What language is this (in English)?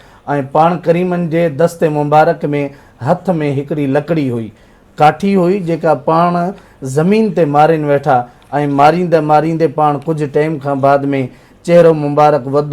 Sindhi